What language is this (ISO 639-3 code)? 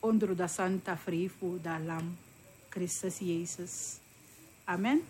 srn